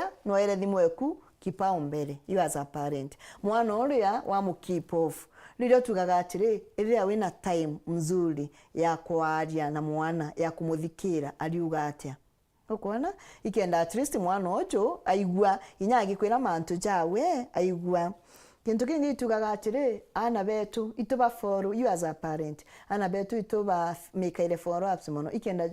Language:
Meru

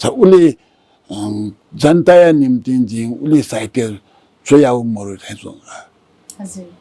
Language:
Newari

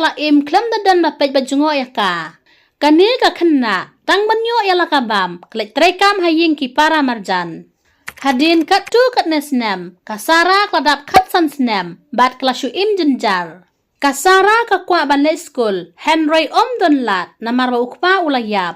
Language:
Khasi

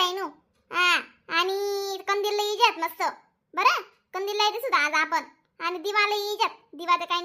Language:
Khandesi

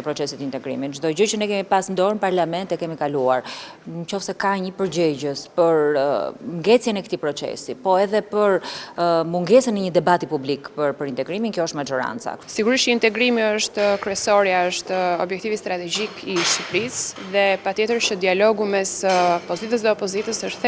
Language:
Albanian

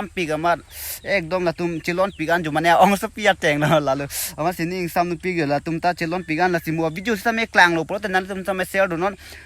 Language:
Karbi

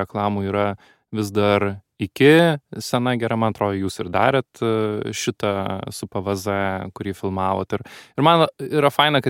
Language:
Lithuanian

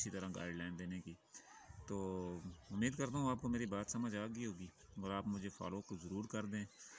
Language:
Hindi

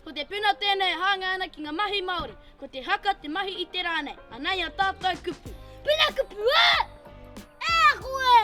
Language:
Māori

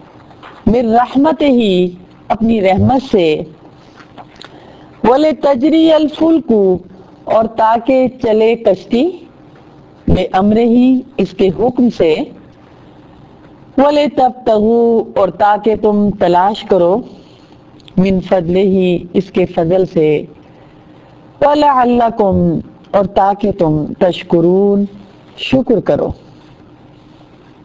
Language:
Urdu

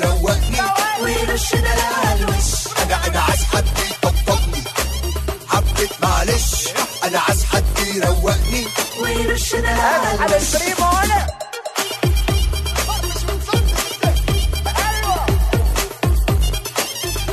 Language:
Egyptian Arabic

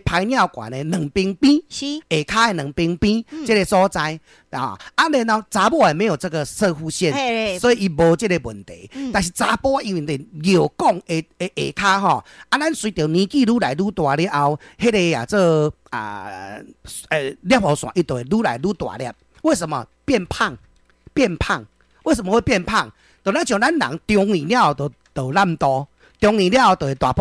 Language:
Min Nan Chinese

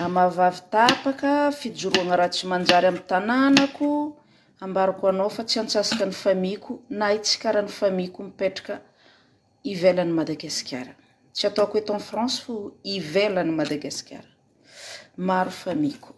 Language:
Malagasy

